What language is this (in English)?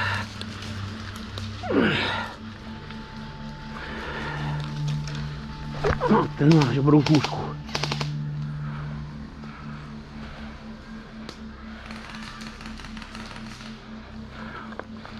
Czech